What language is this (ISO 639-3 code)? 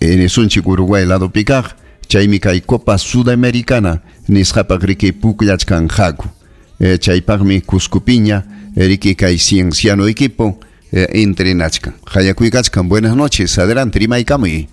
quy